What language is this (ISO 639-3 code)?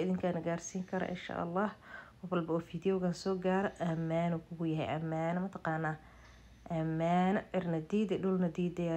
som